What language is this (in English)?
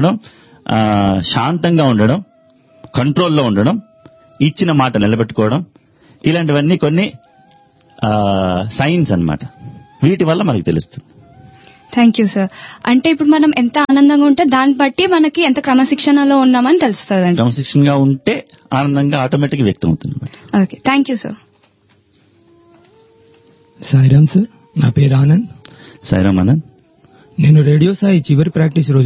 Telugu